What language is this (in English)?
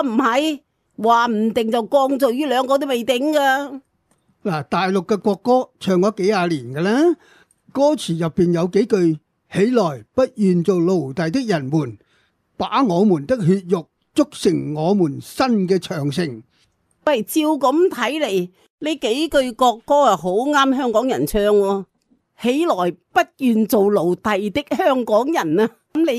Cantonese